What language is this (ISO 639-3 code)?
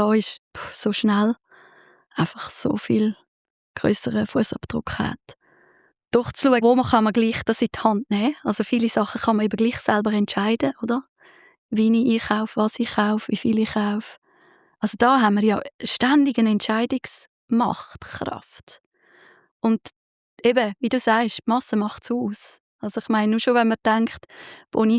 gsw